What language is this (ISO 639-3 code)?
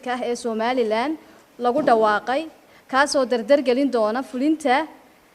som